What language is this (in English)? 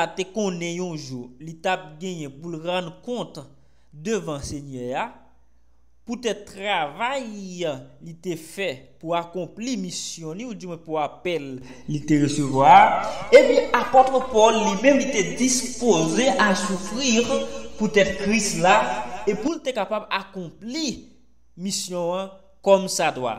Haitian Creole